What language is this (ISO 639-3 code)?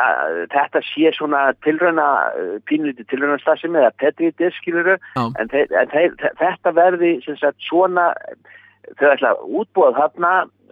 isl